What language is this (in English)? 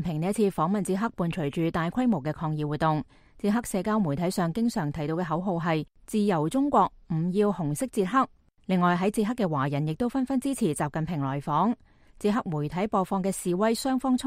Cantonese